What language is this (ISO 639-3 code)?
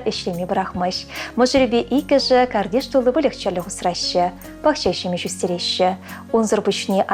chv